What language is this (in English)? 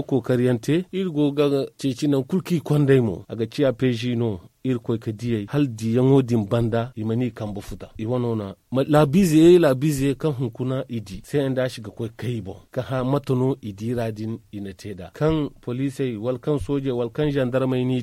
Zarma